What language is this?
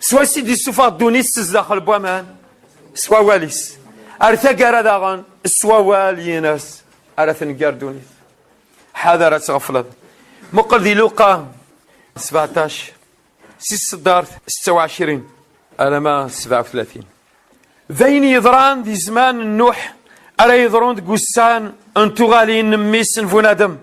Kabyle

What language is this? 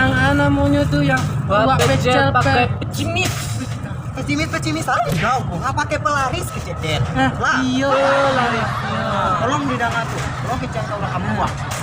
Minangkabau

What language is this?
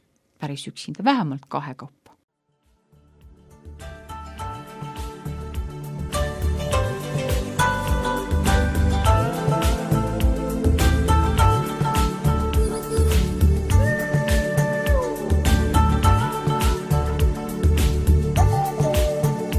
Estonian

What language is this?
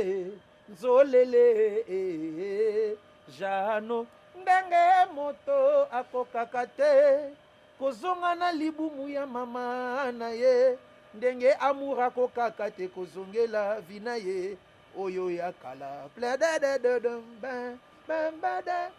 Lingala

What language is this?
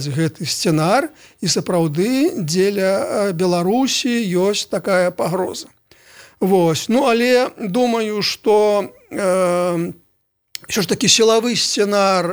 Belarusian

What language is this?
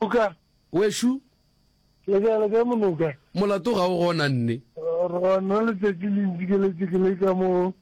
Northern Sotho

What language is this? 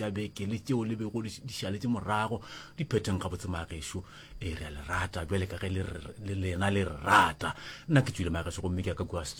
Northern Sotho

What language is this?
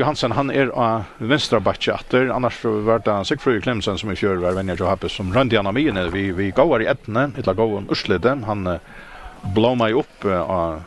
Faroese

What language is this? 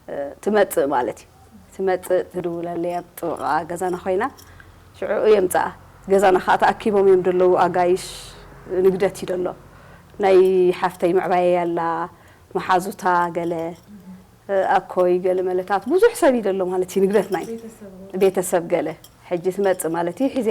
Tigrinya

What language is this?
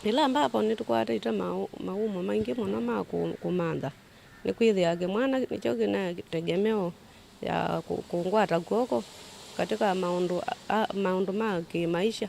Kamba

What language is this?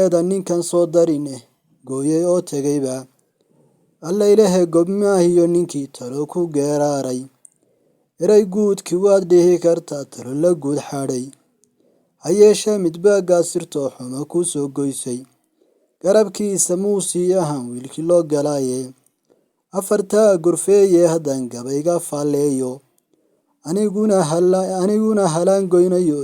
Somali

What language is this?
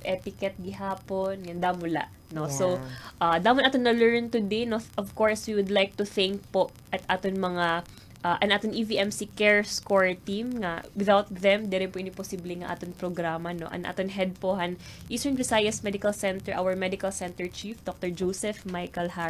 Waray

